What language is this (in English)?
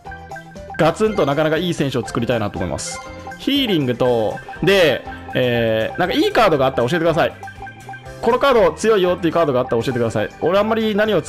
Japanese